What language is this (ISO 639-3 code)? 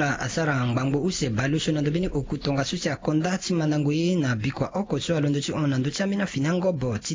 sag